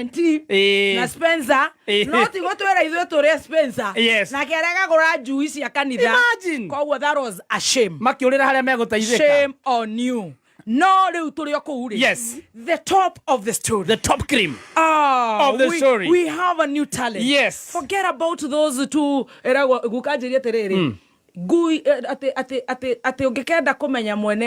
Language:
Kikuyu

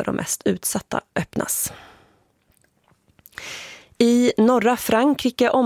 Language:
Swedish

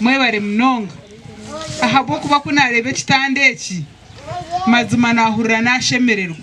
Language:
Nyankole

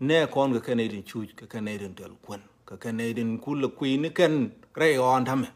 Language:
Nuer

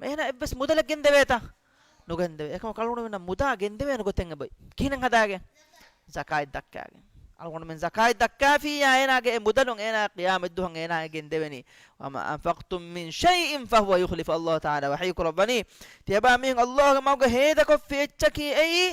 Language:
Divehi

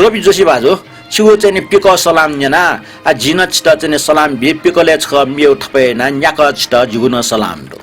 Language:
Newari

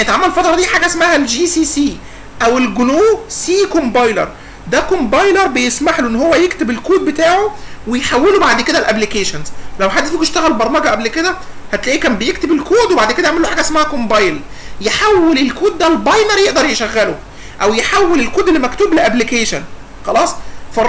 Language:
Egyptian Arabic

